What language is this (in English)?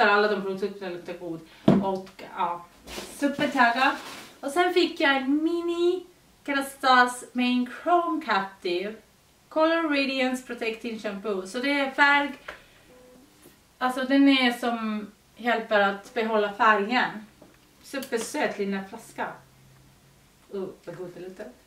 Swedish